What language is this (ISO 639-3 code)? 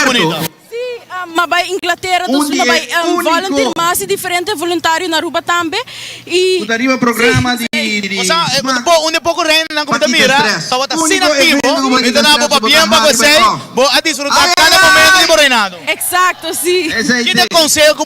pap